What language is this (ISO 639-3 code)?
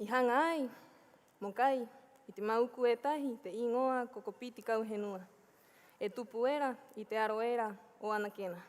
rap